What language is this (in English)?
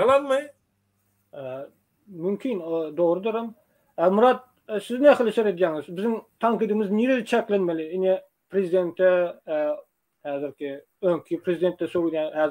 Turkmen